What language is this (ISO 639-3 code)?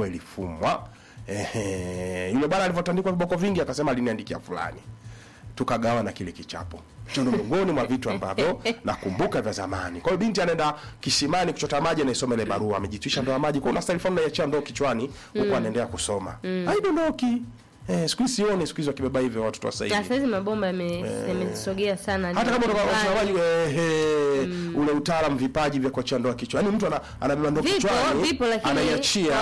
swa